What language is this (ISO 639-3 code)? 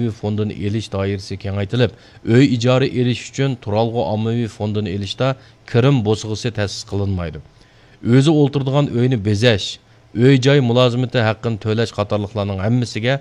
uig